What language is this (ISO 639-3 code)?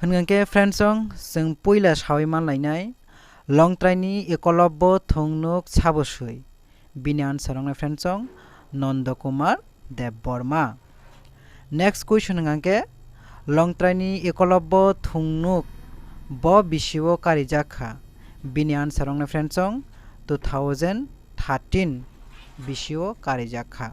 trp